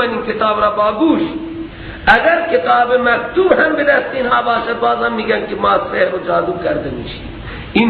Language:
Persian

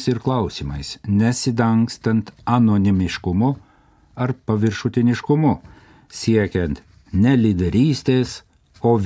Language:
Lithuanian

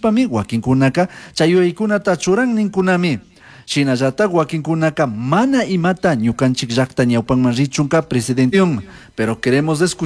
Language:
Chimborazo Highland Quichua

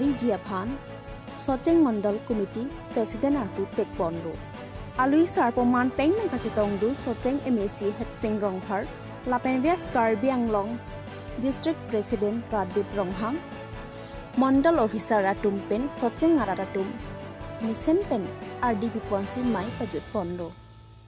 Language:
Karbi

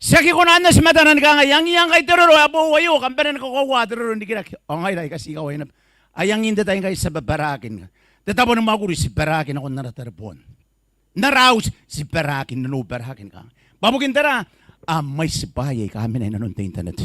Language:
Gilbertese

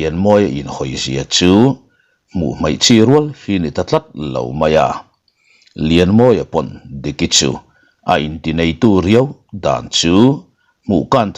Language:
Mizo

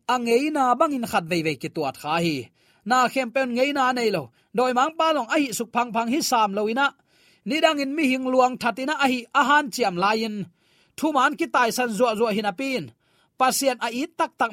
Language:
Tedim Chin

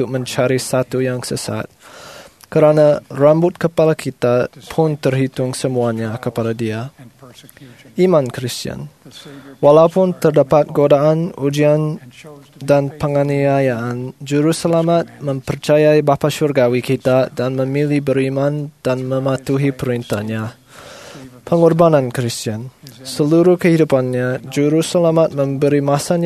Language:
Malay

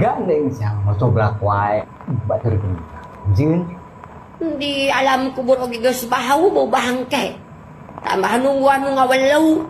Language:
Sundanese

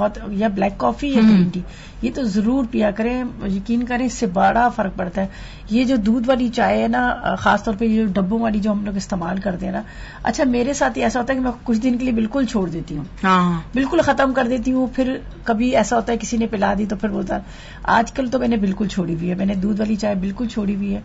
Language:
Urdu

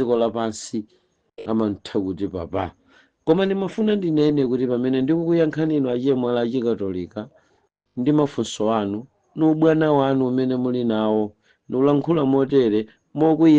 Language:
Nyanja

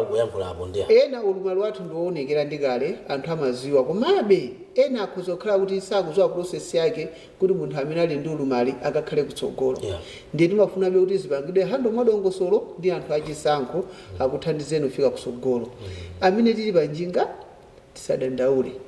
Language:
Nyanja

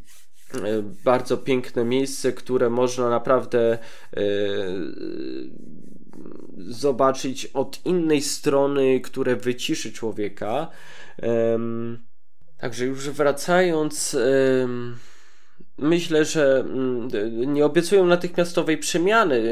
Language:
Polish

